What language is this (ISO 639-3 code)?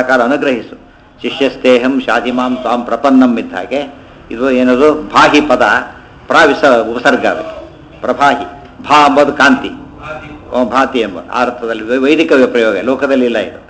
kan